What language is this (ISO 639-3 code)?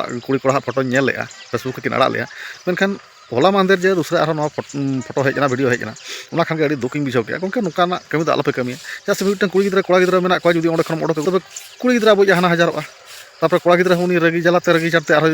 sat